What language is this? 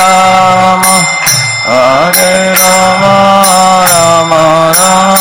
Hindi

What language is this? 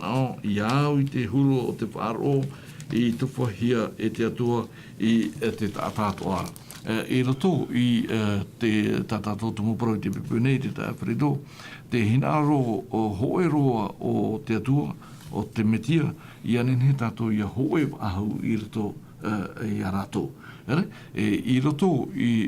Tahitian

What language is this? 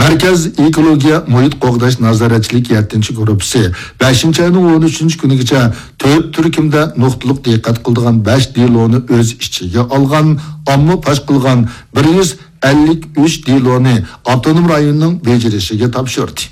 Uyghur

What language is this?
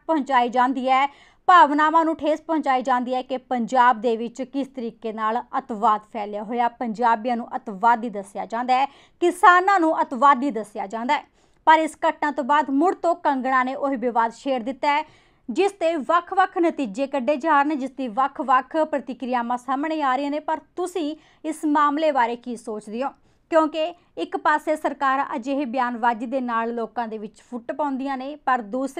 Punjabi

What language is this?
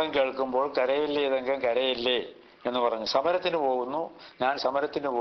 Malayalam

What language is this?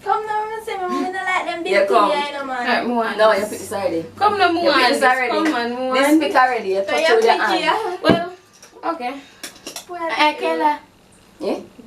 Jamaican Creole English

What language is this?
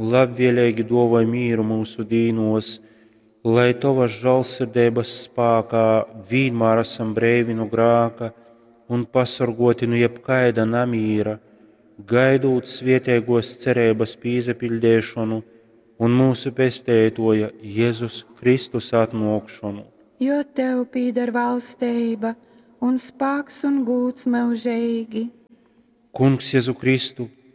Latgalian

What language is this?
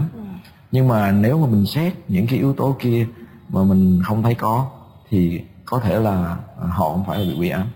Vietnamese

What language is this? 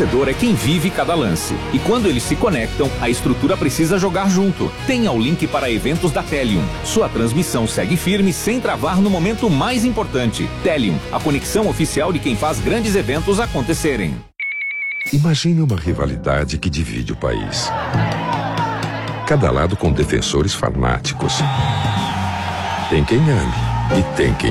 Portuguese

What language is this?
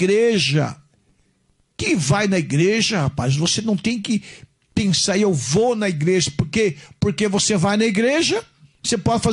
Portuguese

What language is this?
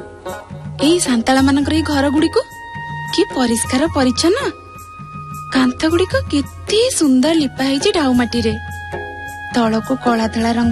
Odia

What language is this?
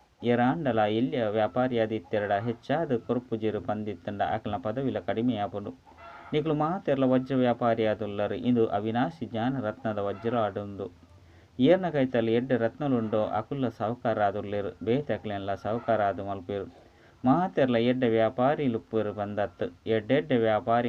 Tulu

